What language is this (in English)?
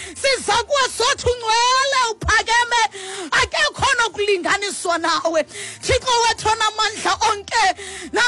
Xhosa